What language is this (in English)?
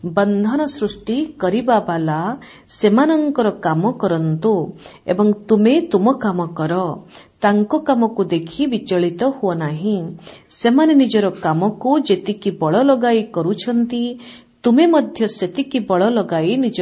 Odia